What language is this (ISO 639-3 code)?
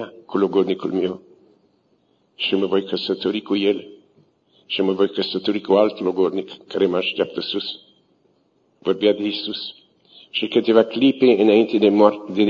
ron